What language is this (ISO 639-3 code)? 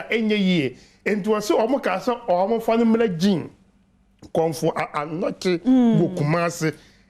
aka